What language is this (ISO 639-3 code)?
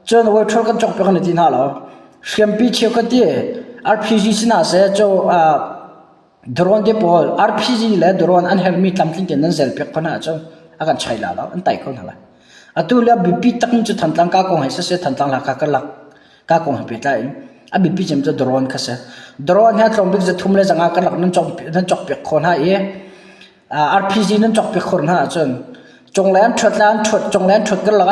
cnh